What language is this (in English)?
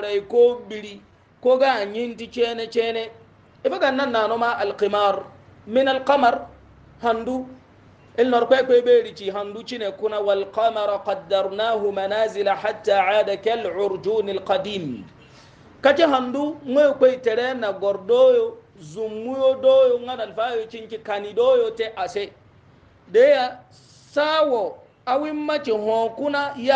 Hausa